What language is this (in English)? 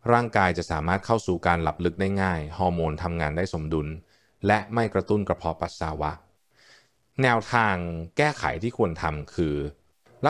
Thai